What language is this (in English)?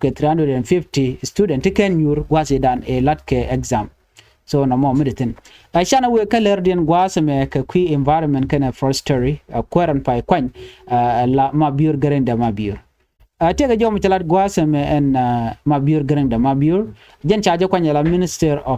Nuer